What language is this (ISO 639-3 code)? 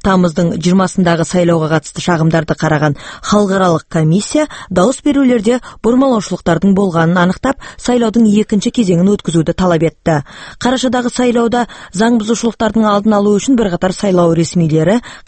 kaz